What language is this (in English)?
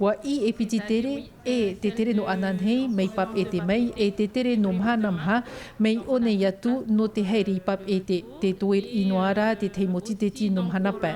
Tahitian